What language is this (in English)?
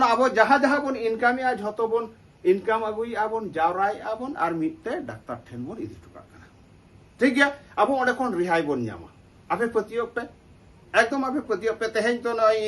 Santali